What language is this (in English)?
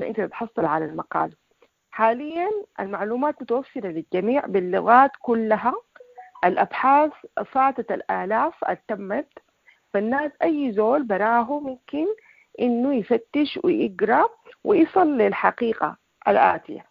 Sudanese Arabic